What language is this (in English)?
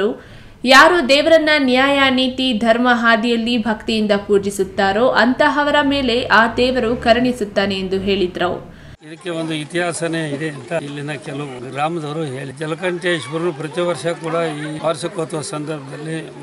Kannada